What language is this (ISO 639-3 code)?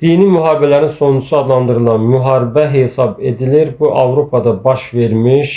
aze